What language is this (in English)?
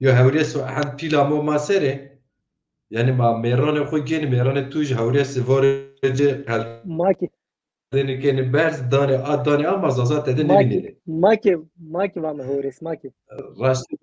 Zaza